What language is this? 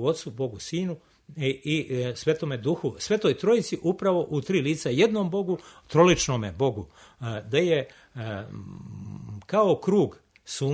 Serbian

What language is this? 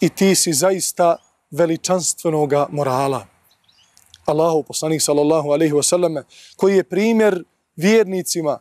Bosnian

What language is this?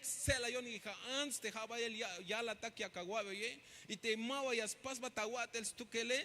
Tzeltal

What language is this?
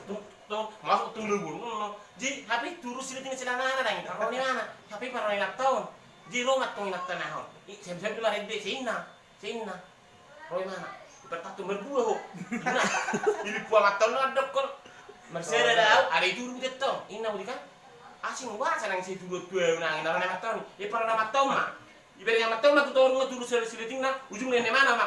Batak Toba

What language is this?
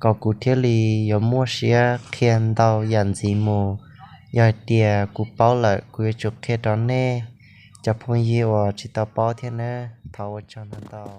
Hmong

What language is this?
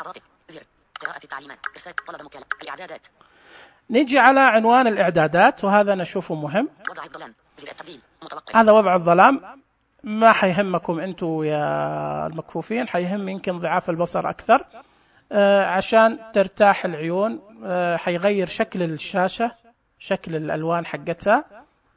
Najdi Arabic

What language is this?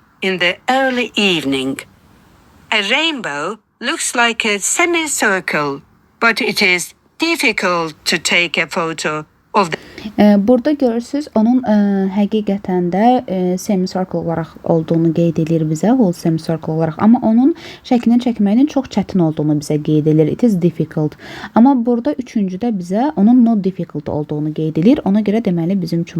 Azerbaijani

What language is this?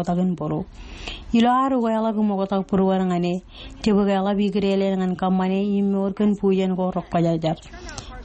Marshallese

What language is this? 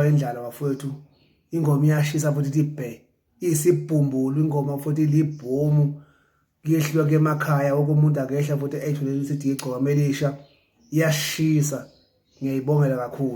Zulu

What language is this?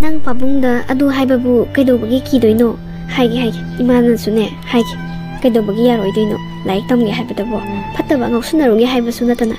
Manipuri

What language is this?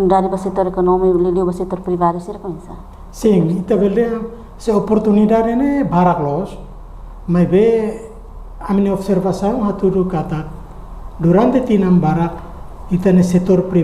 Tetum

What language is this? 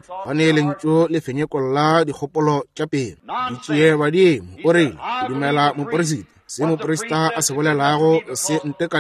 Northern Sotho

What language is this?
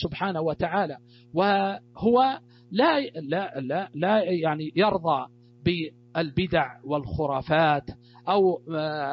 Arabic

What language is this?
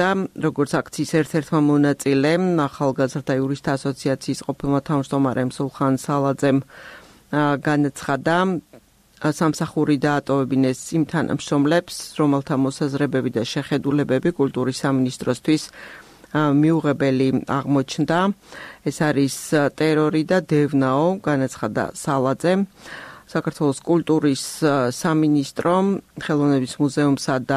Georgian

